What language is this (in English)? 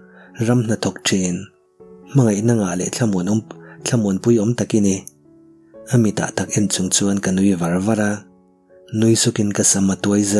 Mizo